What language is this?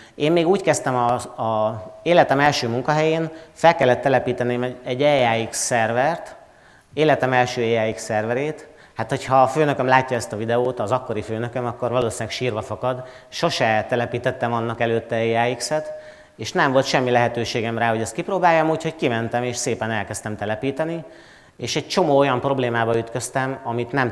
Hungarian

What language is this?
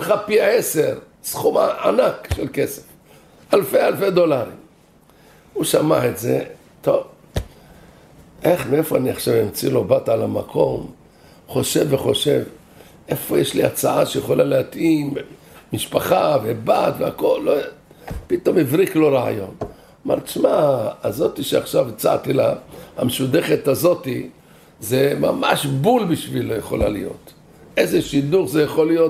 Hebrew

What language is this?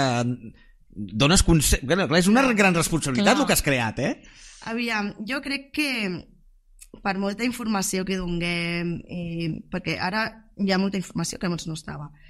Catalan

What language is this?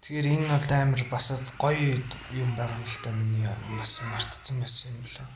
Mongolian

